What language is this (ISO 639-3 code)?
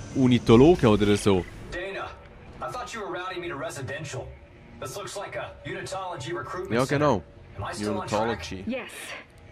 gsw